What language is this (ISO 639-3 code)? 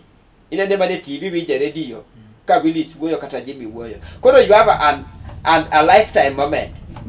luo